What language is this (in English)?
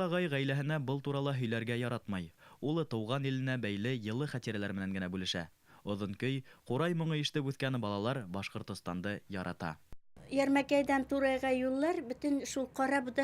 Bashkir